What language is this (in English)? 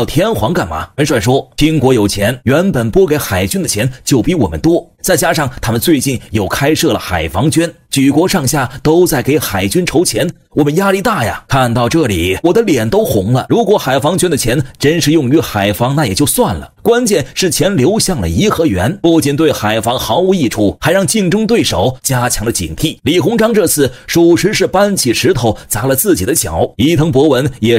Chinese